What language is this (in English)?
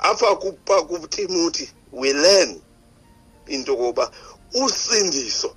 Xhosa